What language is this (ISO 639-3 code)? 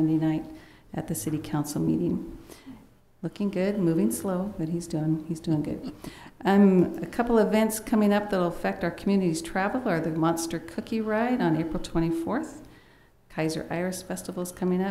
eng